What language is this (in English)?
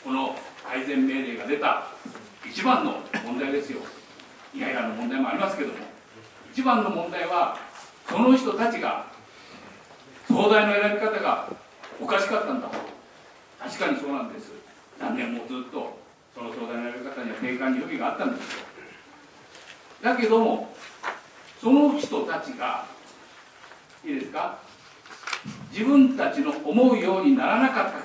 Japanese